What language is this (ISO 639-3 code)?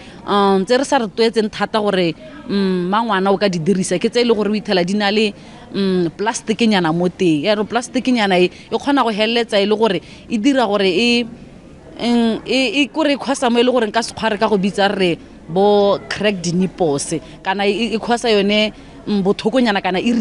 tsn